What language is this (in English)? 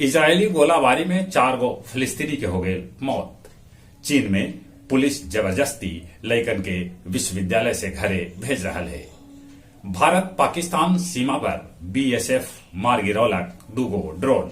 Magahi